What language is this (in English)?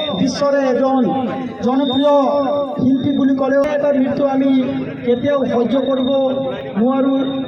Assamese